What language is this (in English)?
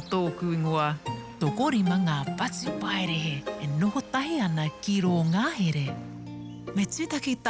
Māori